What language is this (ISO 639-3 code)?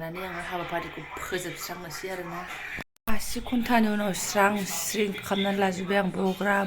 brx